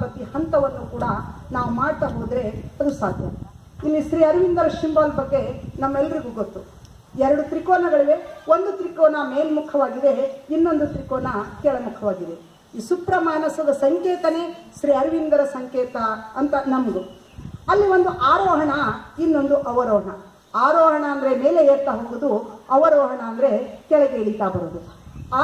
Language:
Kannada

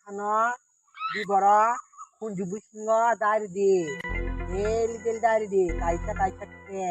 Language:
Kok Borok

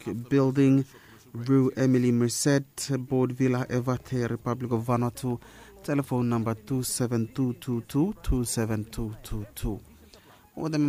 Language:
Bislama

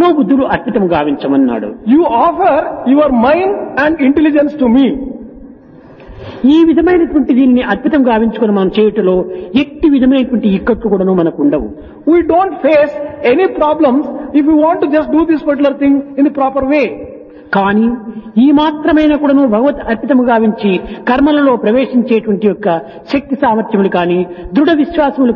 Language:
Telugu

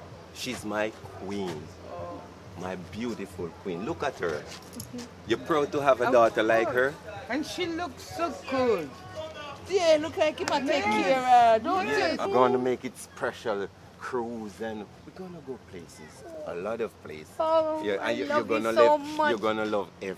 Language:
Jamaican Creole English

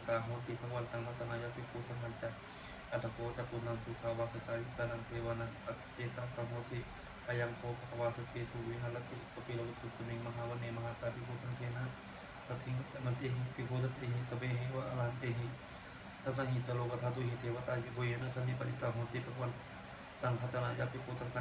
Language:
Pali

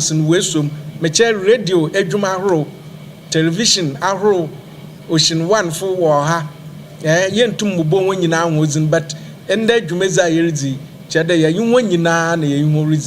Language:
Akan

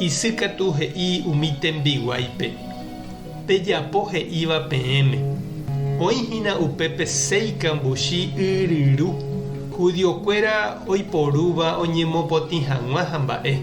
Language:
Guarani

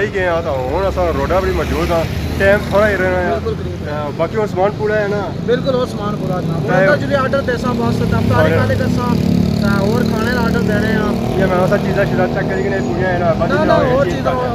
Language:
Pahari-Potwari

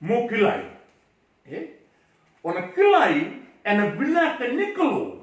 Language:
Fijian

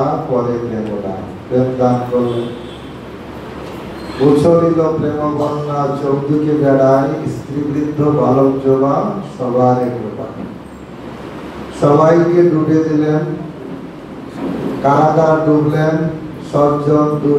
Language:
Bangla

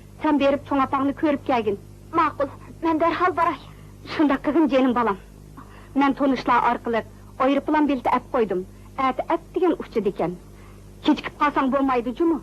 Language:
Uyghur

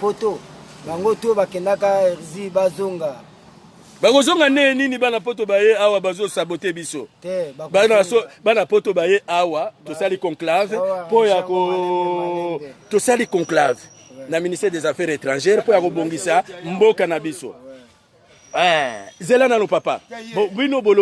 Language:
Lingala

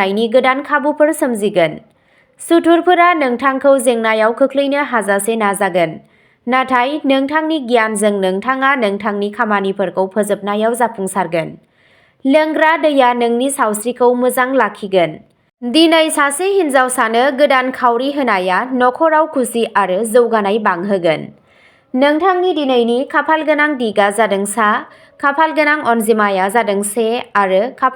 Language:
Bodo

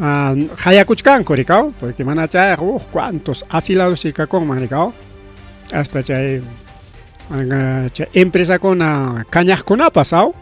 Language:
Ayacucho Quechua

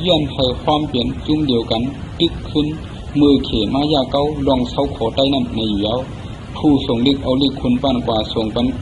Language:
Shan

